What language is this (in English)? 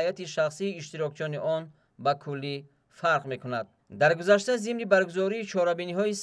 Tajik